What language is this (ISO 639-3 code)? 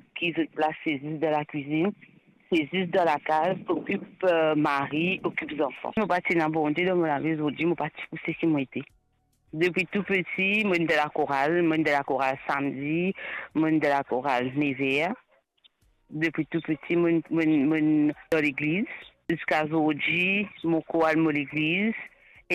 mfe